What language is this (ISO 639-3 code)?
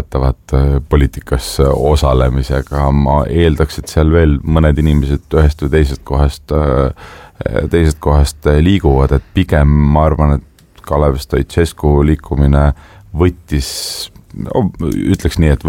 est